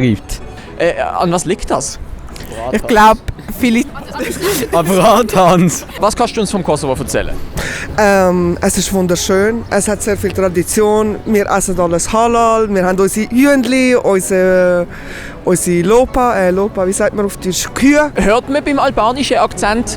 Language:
Swiss German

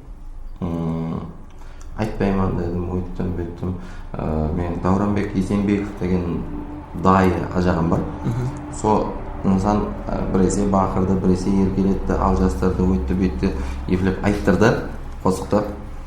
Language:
Kara-Kalpak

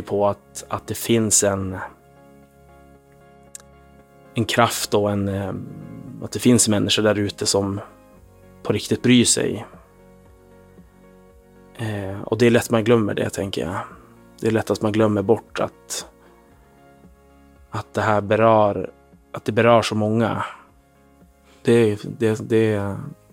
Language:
Swedish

